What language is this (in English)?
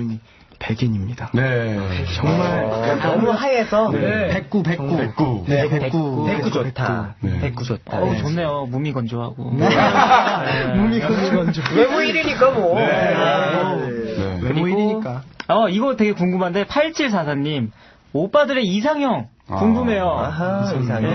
Korean